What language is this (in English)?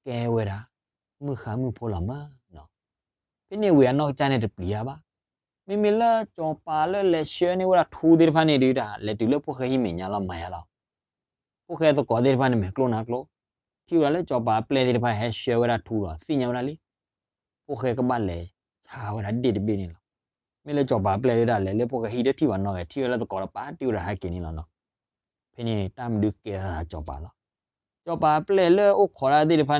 S'gaw Karen